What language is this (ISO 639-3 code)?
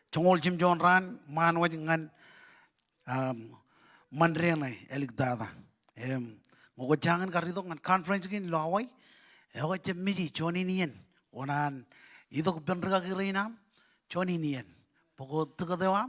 mah